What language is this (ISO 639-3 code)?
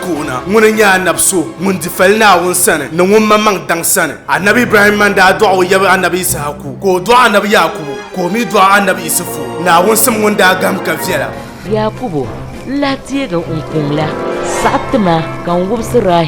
dag